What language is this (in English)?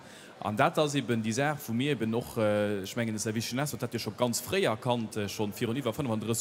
Luxembourgish